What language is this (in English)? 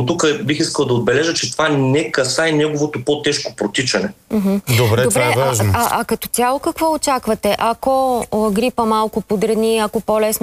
Bulgarian